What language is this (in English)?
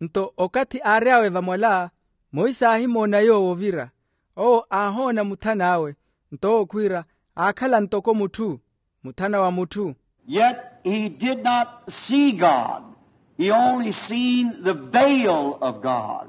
Makhuwa